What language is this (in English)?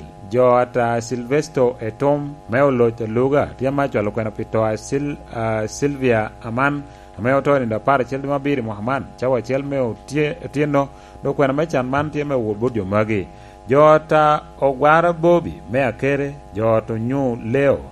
Lango (Uganda)